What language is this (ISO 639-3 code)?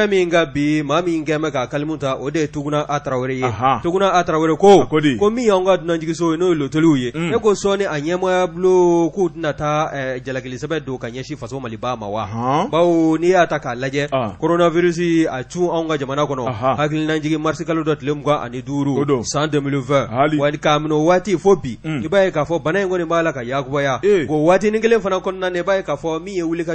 bam